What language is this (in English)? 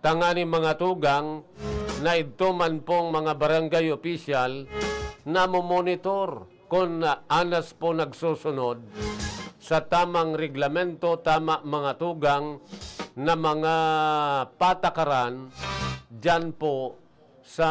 Bikol